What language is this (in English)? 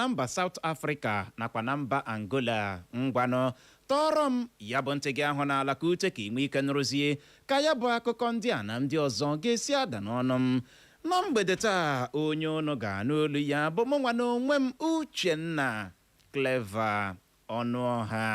Igbo